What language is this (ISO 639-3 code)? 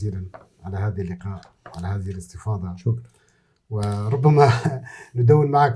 apc